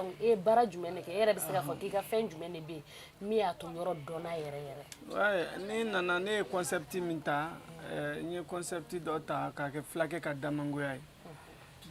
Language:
Bambara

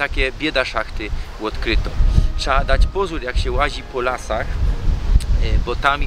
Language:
Silesian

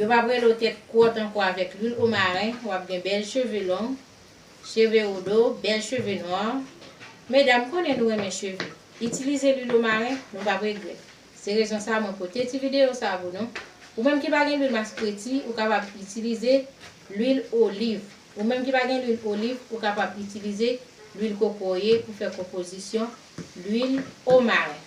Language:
Haitian Creole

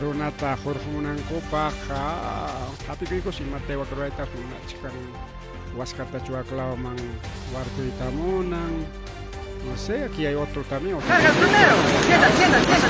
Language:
Ayacucho Quechua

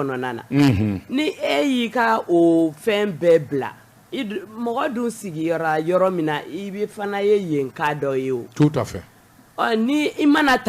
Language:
Bambara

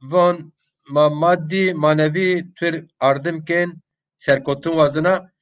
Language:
Zaza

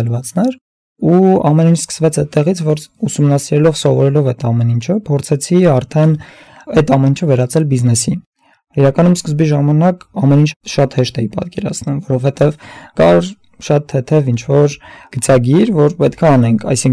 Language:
Armenian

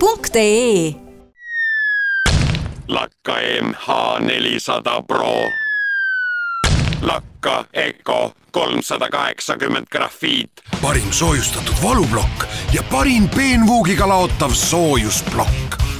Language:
Estonian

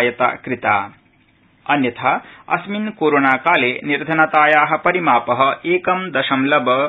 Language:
Sanskrit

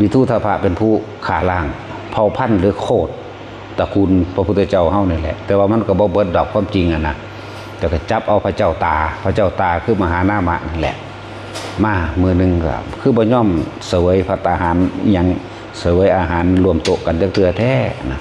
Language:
Lao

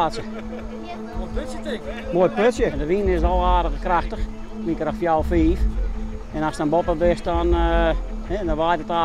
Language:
Western Frisian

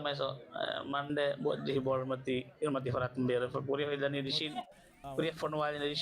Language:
Divehi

